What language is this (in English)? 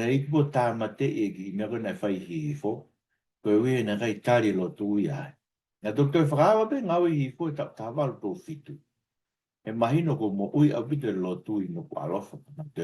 Tongan